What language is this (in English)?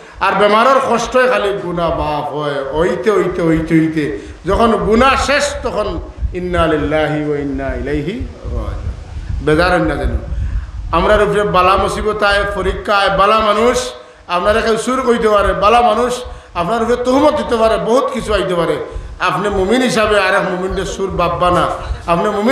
Sylheti